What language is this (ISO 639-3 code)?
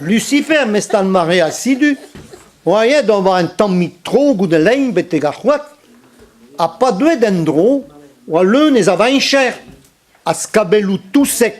bre